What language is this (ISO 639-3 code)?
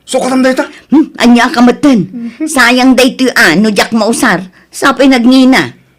ilo